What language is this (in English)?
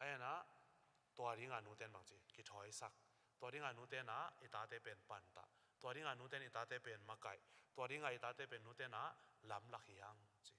Tedim Chin